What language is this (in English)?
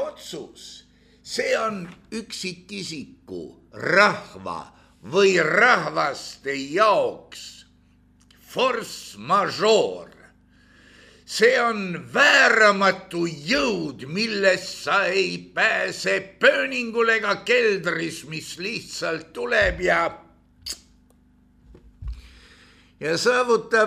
Estonian